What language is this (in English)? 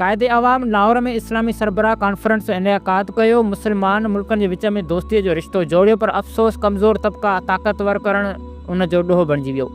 Sindhi